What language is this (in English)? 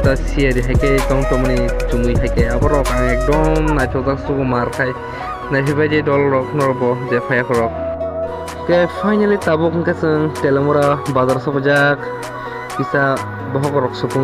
Kok Borok